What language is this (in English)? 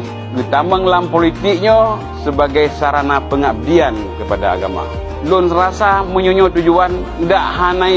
Achinese